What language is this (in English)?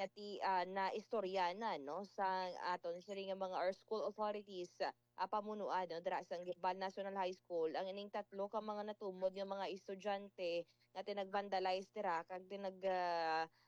Hiligaynon